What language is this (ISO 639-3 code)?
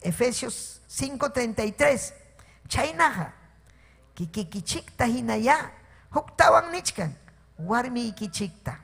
quy